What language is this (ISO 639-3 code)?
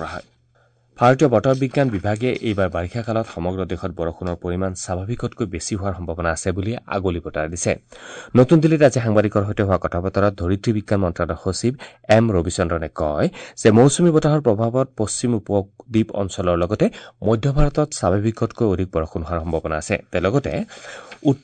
asm